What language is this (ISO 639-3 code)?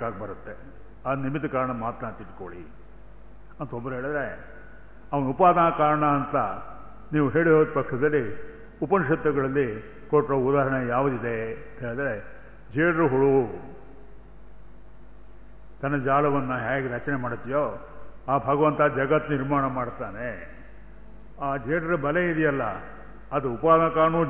kan